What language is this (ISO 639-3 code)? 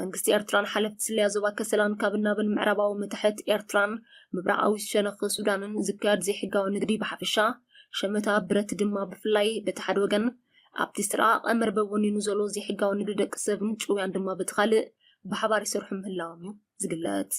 tir